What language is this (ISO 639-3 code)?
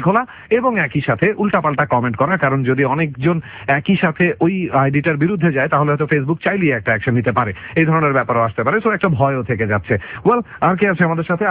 ben